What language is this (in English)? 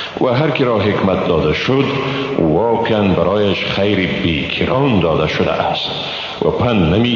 Persian